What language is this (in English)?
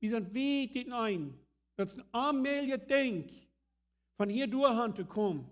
Plautdietsch